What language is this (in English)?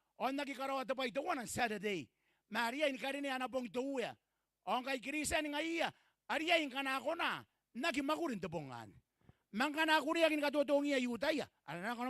Gilbertese